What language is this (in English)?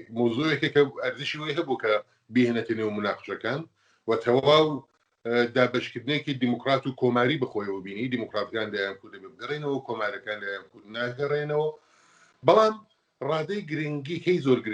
Central Kurdish